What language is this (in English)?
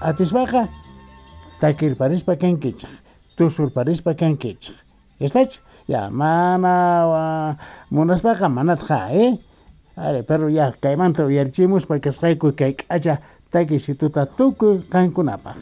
South Bolivian Quechua